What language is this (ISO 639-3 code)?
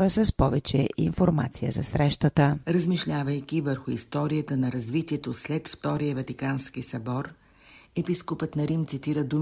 bul